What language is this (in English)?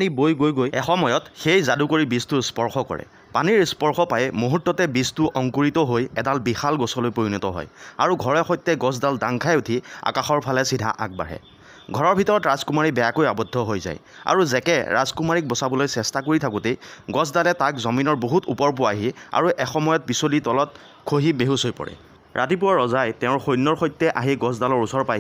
Assamese